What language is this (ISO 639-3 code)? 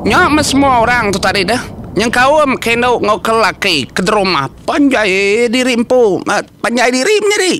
iba